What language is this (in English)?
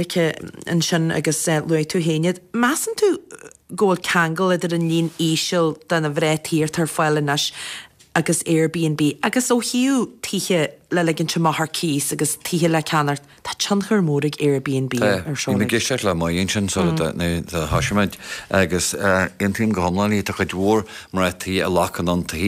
Irish